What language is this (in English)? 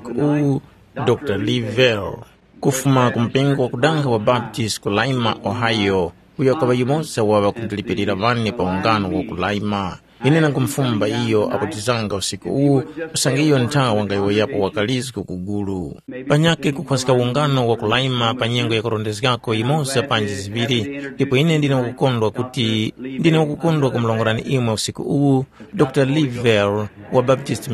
Tumbuka